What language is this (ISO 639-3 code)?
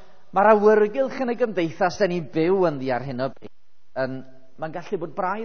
cym